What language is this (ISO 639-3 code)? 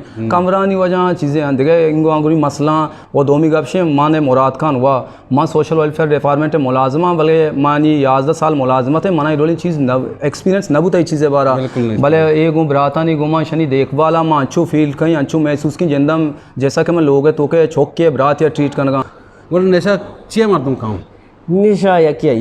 bgp